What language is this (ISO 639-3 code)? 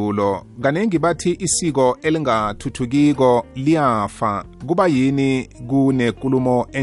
nbl